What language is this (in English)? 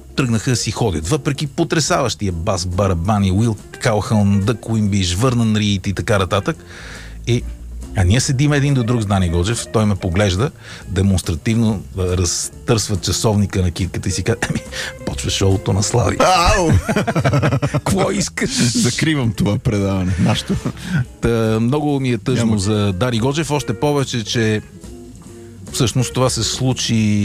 Bulgarian